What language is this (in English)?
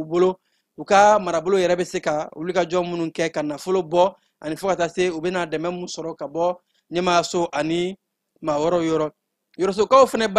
Bambara